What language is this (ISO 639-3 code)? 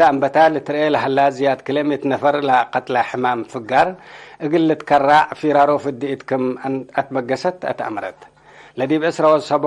tig